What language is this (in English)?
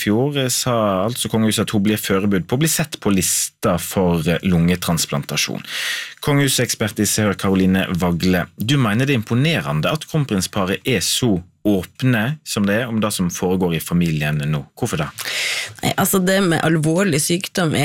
Norwegian